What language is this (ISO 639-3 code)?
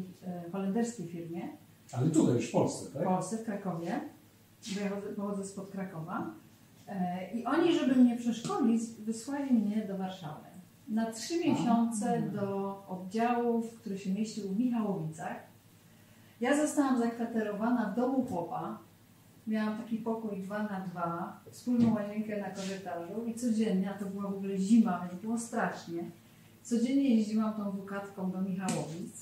pol